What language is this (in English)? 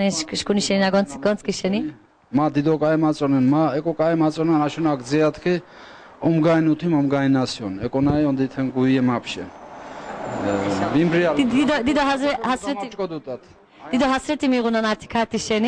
Laz